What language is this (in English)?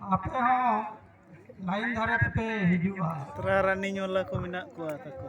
Santali